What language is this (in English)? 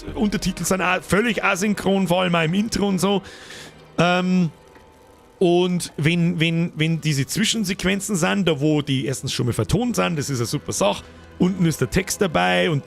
Bavarian